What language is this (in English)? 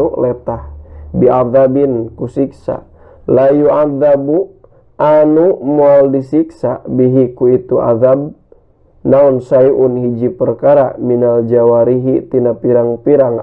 Sundanese